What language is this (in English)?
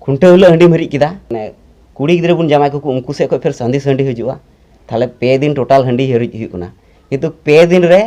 Santali